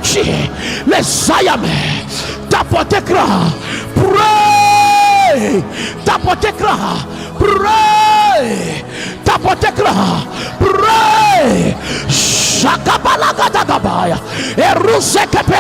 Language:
Ewe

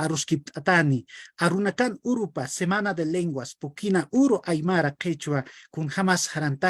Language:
Aymara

